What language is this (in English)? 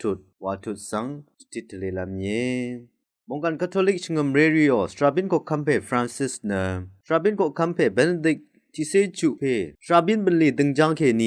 Rawang